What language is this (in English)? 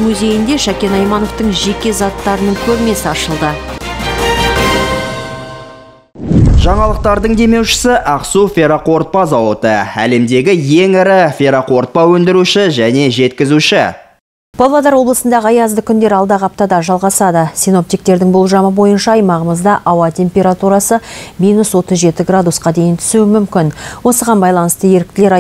Kazakh